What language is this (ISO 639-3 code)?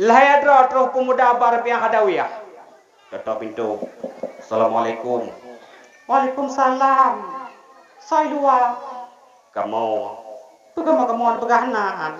ace